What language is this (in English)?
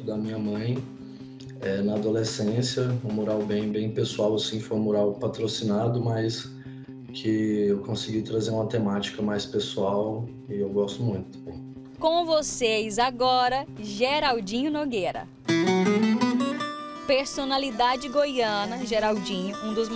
Portuguese